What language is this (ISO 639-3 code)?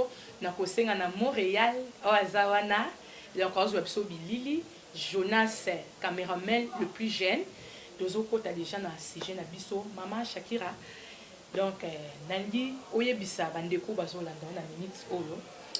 lin